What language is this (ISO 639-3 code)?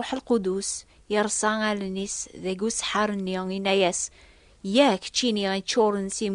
kab